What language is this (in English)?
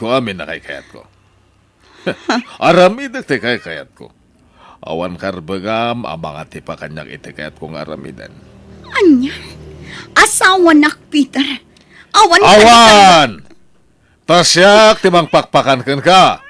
Iloko